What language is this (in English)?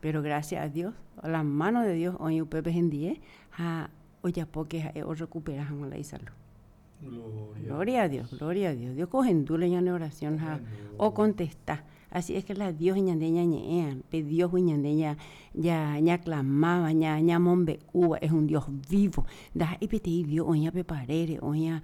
Guarani